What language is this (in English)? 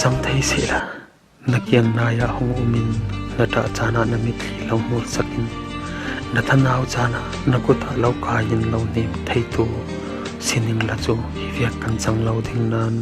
Falam Chin